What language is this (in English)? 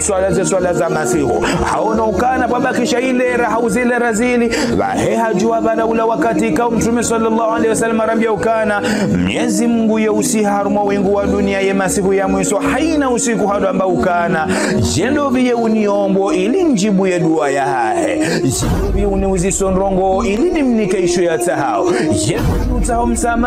Ngazidja Comorian